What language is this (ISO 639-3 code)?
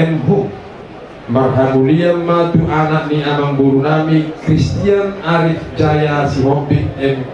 bbc